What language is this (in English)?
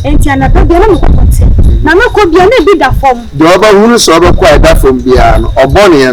Akan